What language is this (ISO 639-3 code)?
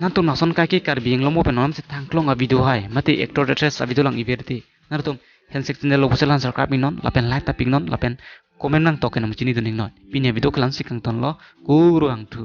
mjw